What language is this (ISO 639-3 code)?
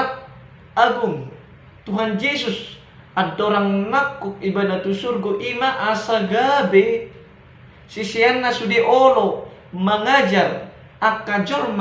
bbc